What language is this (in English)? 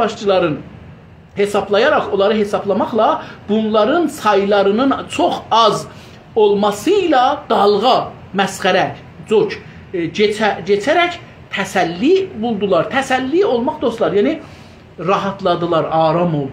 South Azerbaijani